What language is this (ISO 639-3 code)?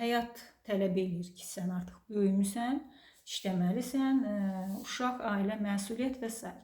aze